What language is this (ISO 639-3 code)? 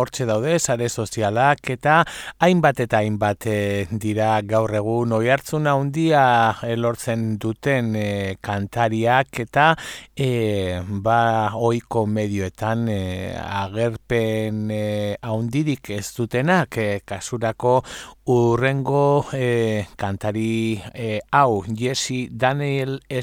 eus